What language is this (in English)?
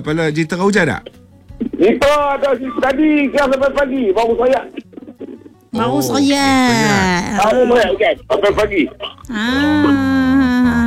Malay